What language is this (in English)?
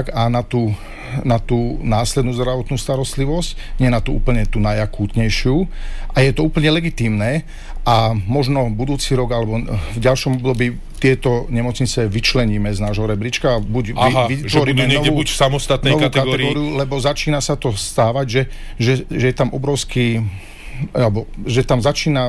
Slovak